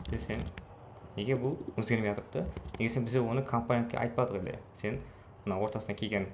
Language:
Kara-Kalpak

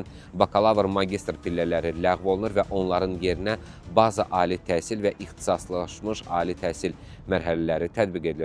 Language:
Azerbaijani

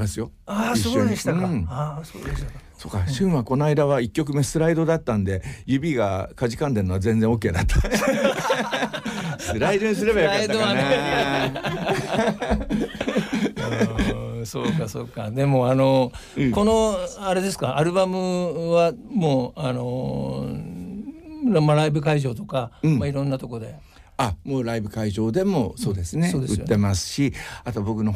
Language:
Japanese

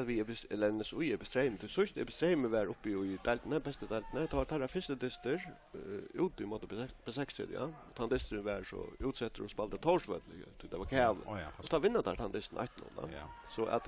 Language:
Faroese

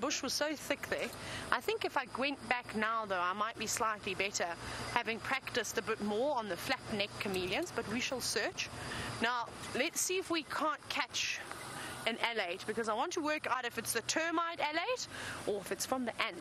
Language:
English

